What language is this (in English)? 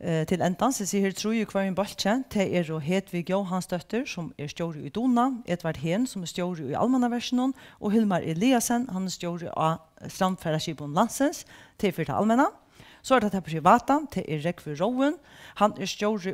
Faroese